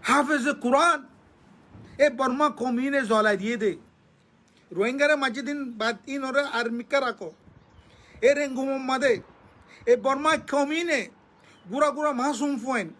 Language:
Rohingya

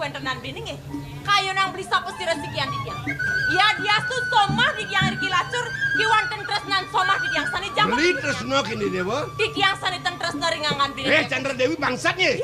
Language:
Balinese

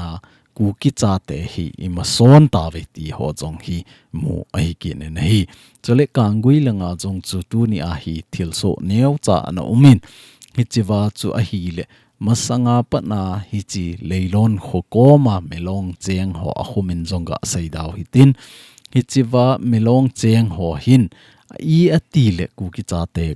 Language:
Thado Chin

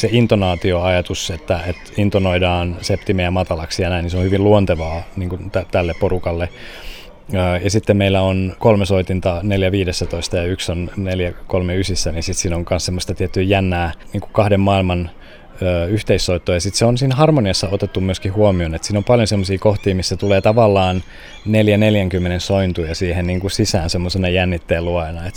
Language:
Finnish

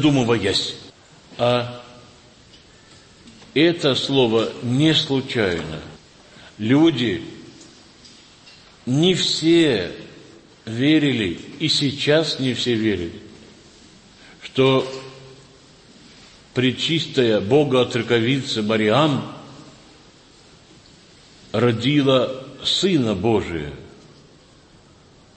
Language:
Russian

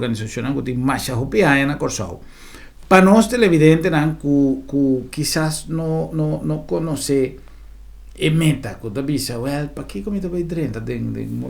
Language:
Papiamento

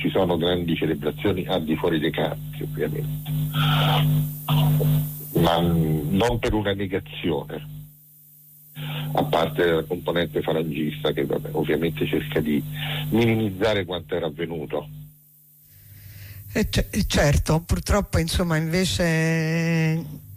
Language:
Italian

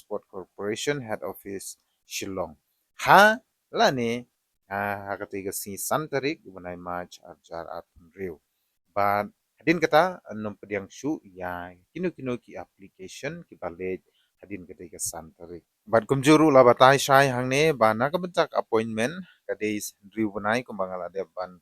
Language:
Khasi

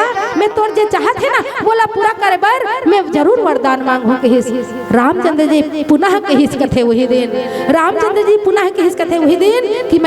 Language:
Chhattisgarhi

